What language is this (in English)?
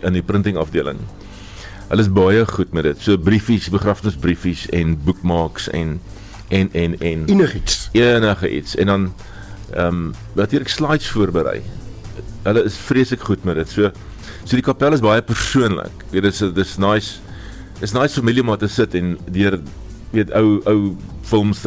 Afrikaans